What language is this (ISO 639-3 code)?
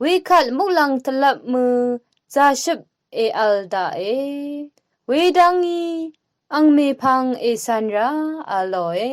raw